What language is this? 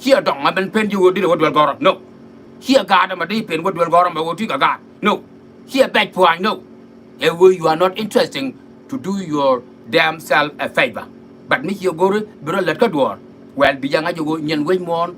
Nuer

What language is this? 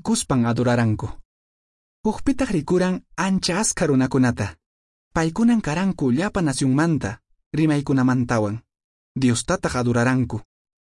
Quechua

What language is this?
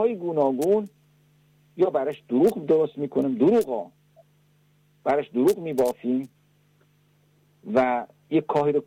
Persian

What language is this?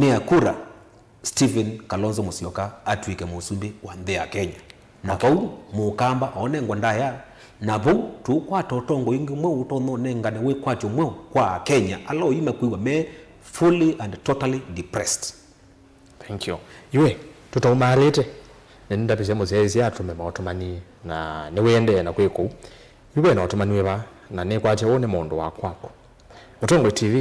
Kamba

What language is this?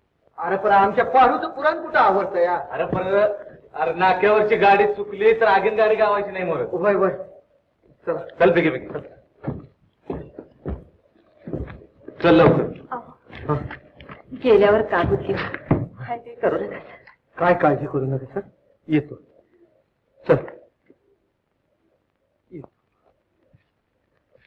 Marathi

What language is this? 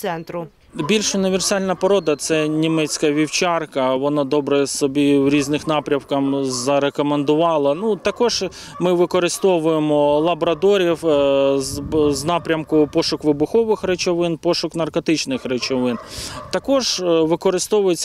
Ukrainian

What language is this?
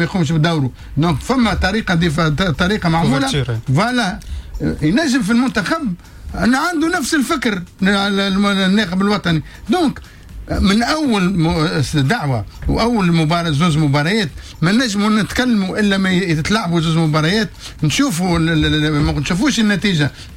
Tunisian Arabic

